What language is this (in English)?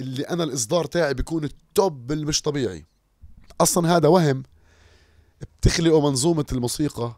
North Levantine Arabic